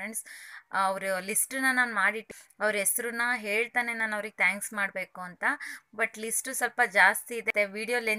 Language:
Kannada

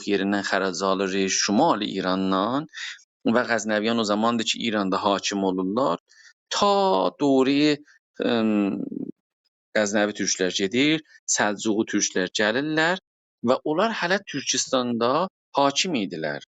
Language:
South Azerbaijani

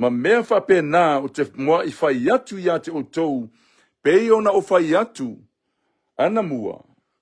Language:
Samoan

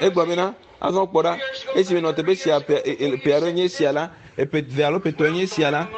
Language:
Ewe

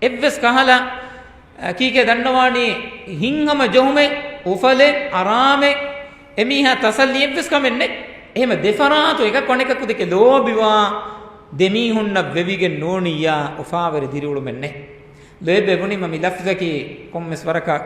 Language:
Divehi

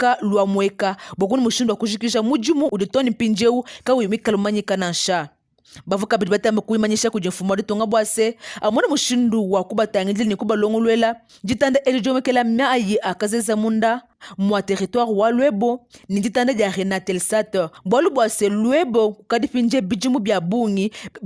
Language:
Luba-Lulua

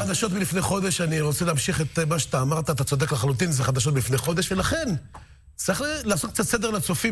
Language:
Hebrew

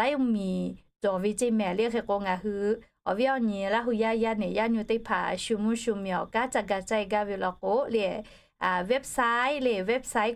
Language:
Lahu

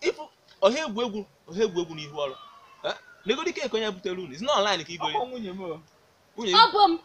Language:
Igbo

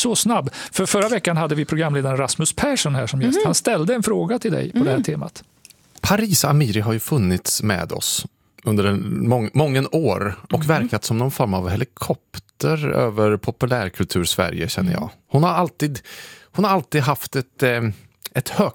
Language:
Swedish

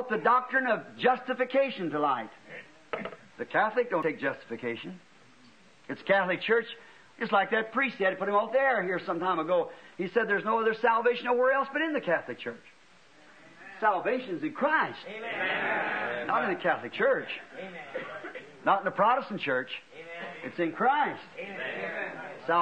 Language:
English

